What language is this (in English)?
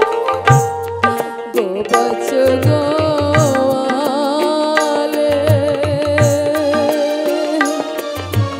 Bangla